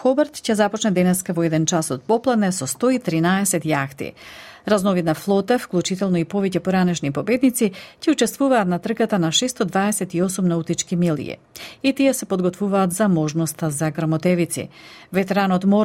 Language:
Macedonian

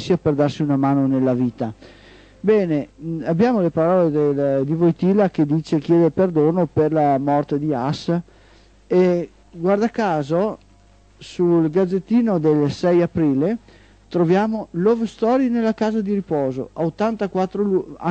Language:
Italian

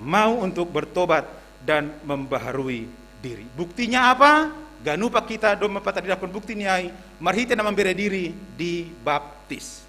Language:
Batak Simalungun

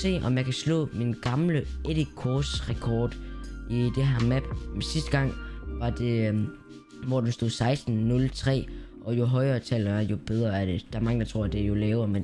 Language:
Danish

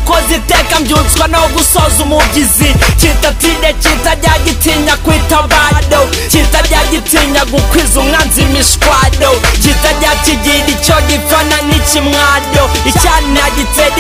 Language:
Kinyarwanda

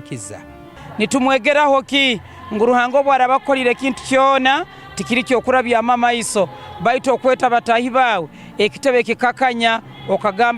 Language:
Nyankole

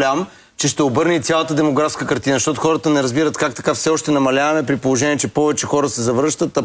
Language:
Bulgarian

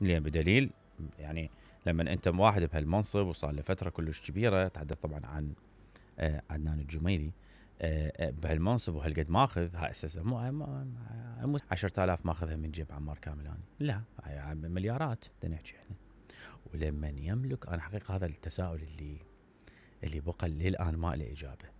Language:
Mesopotamian Arabic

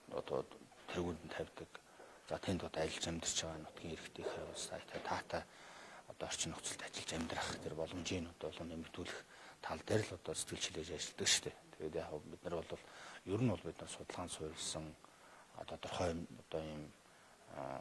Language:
Mongolian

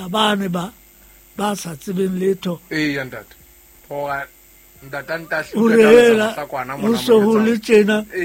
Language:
Southern Sotho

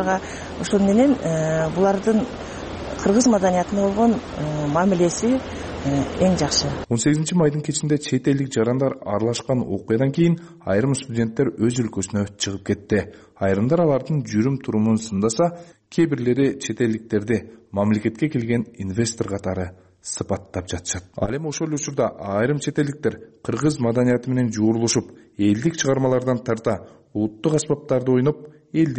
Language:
Kyrgyz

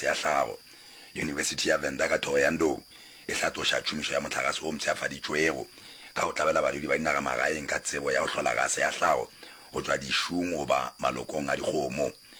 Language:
Northern Sotho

